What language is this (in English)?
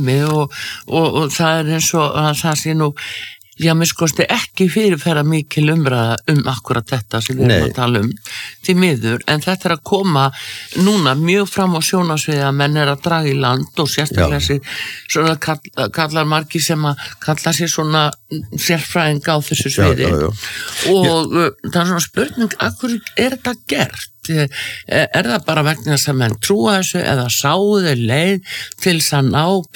Icelandic